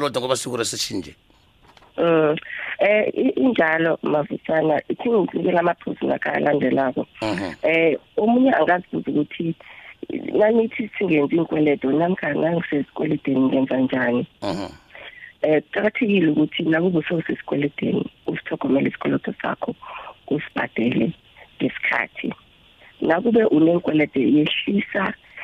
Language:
South Ndebele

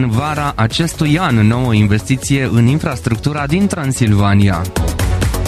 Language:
Romanian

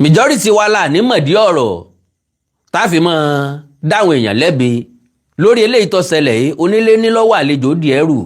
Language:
Yoruba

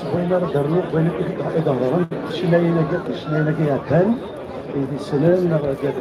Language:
Kabyle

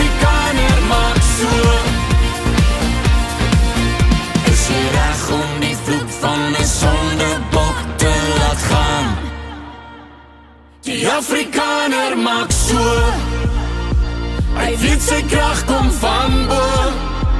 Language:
Afrikaans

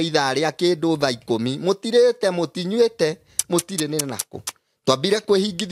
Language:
Kikuyu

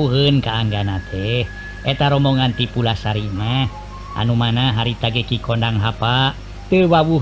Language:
Sundanese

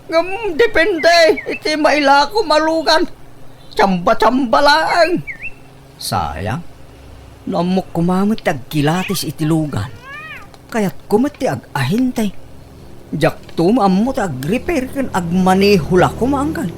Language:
Iloko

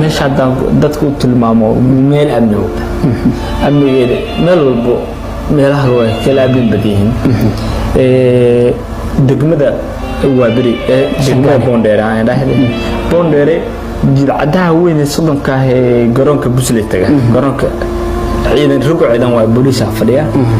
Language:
Somali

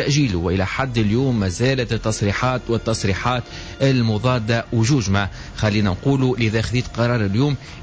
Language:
Tunisian Arabic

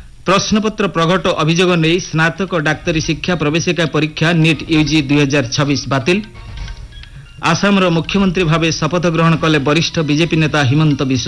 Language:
Odia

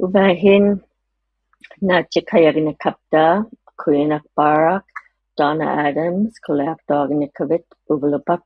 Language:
Inuktitut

